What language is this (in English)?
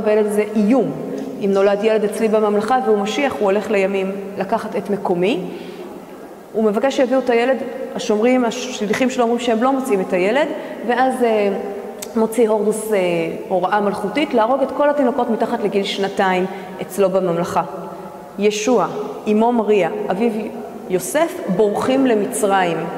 Hebrew